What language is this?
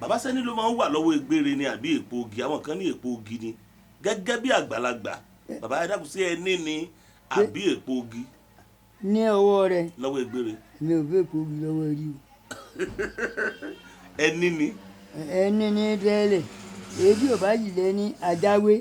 Yoruba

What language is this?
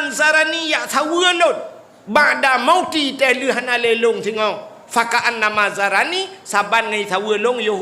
Achinese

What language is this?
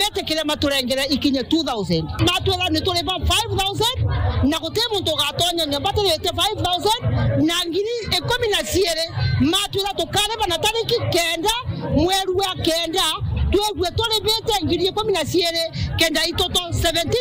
Meru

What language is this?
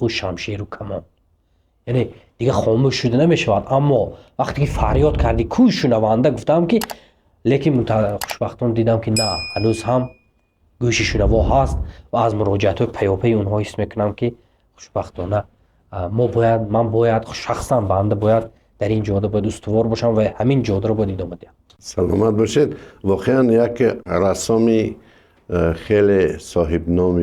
Tajik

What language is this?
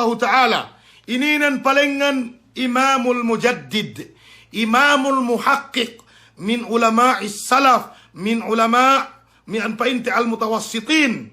Yakan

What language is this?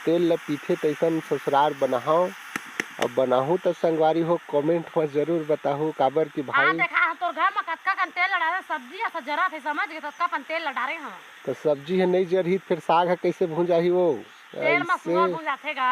Chhattisgarhi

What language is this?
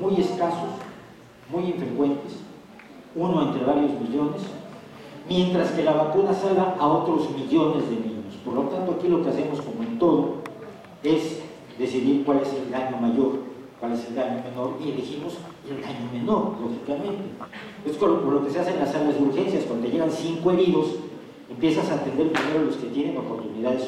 Spanish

